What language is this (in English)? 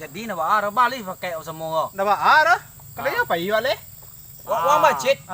Minangkabau